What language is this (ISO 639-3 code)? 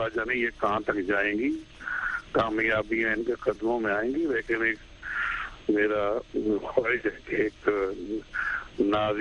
urd